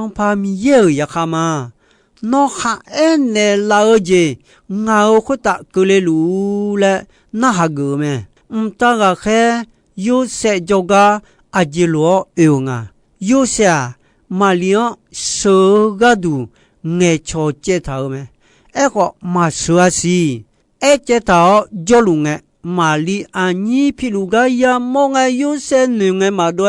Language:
Akha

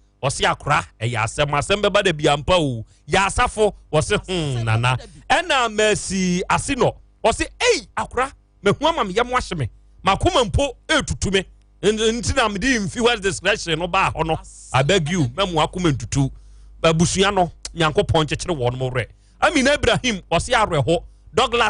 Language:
Akan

